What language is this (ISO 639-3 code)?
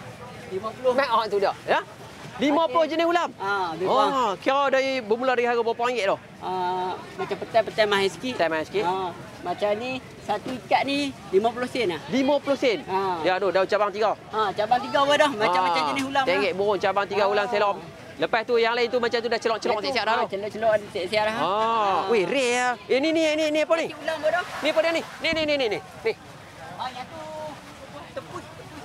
msa